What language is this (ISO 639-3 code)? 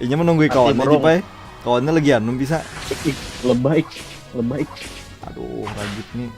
bjn